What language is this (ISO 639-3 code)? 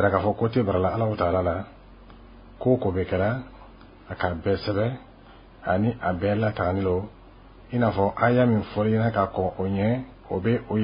bam